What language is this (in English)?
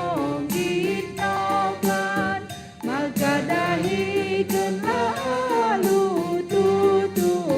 Batak Karo